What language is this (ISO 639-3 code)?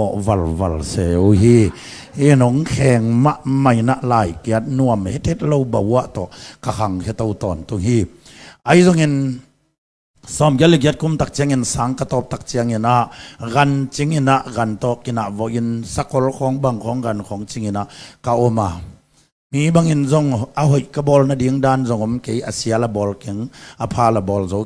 ctd